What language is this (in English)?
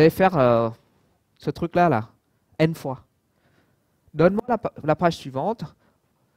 French